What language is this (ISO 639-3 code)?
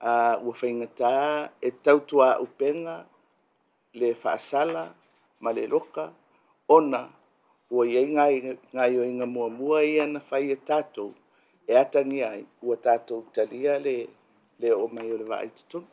smo